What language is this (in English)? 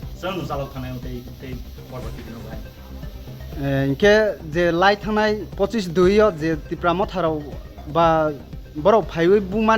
Riang (India)